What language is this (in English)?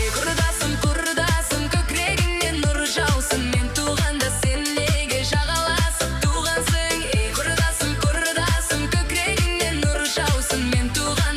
Kara-Kalpak